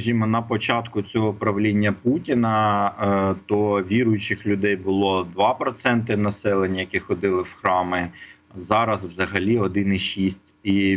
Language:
Ukrainian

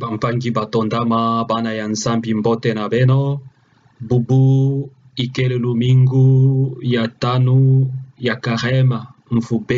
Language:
Kituba (Democratic Republic of Congo)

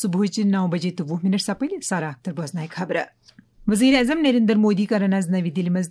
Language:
Kashmiri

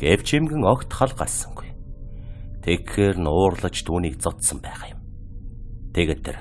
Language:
Mongolian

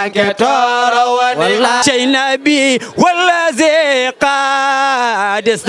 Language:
Fula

